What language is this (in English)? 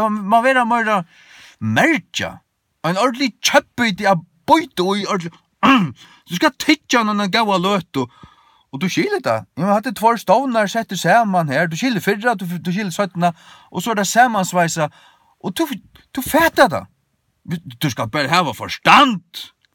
Faroese